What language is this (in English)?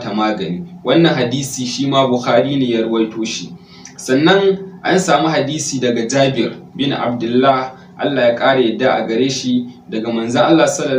Hausa